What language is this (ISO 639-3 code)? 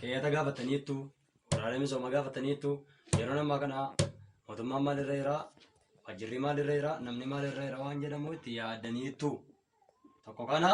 orm